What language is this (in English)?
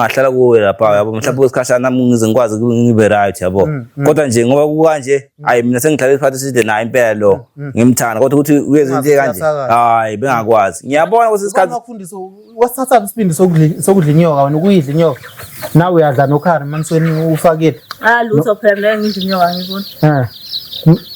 Zulu